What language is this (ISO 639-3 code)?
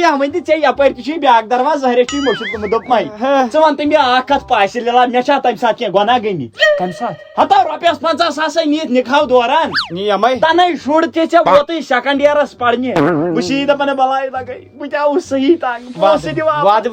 kas